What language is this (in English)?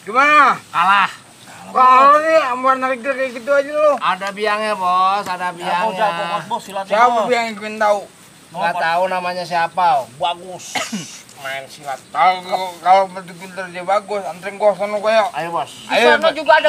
Betawi